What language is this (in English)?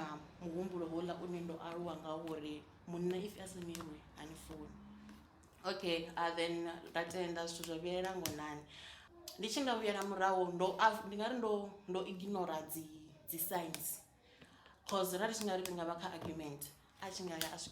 Venda